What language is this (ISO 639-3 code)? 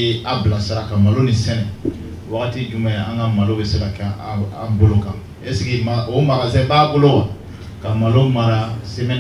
bam